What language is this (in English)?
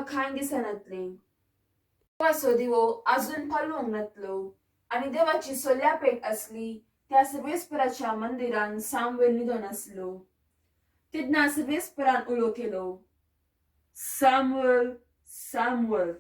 Konkani